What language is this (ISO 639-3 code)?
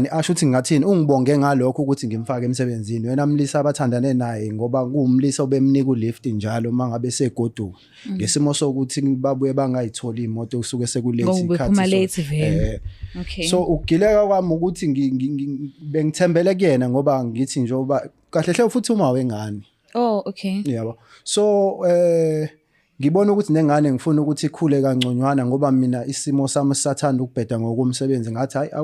zul